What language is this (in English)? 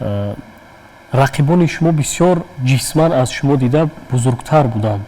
Tajik